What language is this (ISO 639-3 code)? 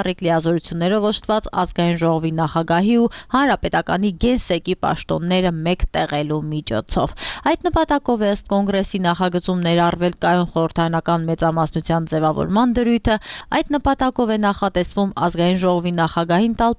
hye